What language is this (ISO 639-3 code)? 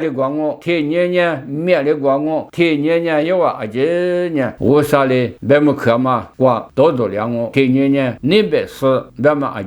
lis